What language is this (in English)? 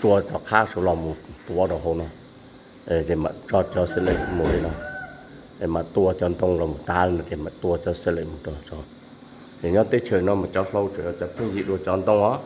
Hmong